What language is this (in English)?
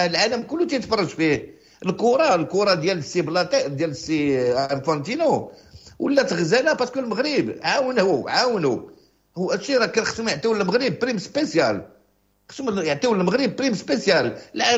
Moroccan Arabic